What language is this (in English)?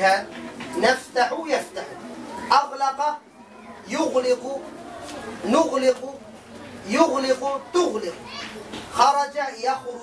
Tausug